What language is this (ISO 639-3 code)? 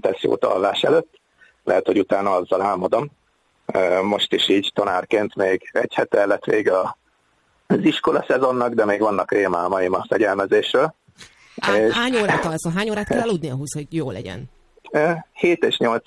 hun